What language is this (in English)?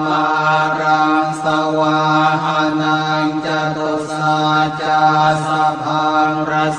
Pali